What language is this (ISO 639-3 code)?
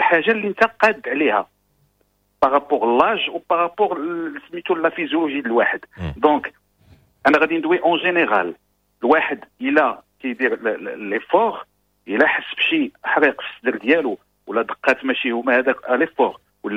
ary